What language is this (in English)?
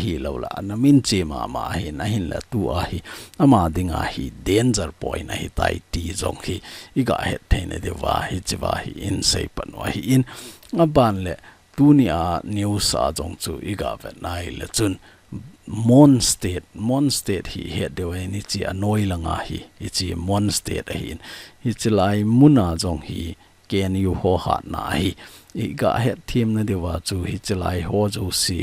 Thado Chin